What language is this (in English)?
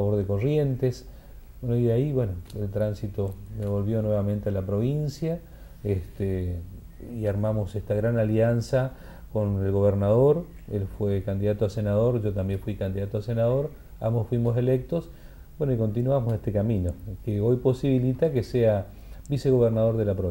Spanish